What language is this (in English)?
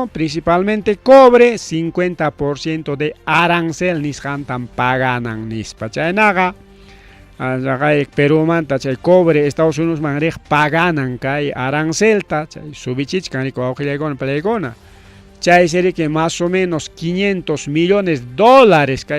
Ayacucho Quechua